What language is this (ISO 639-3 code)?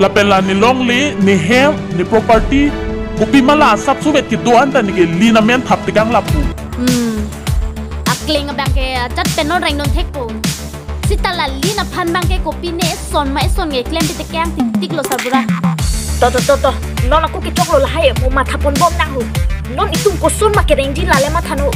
mjw